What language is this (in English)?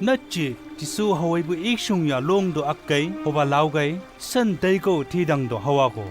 Chang Naga